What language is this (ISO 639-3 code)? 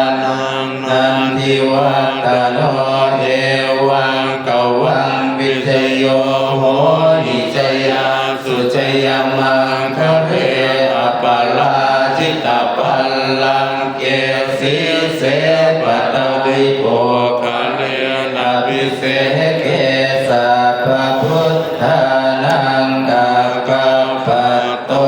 pli